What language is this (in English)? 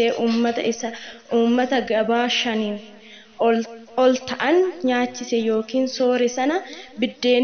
Oromo